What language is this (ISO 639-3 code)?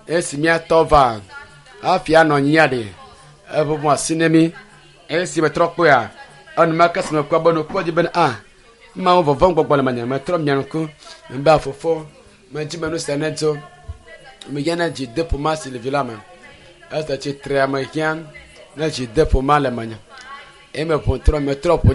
ewe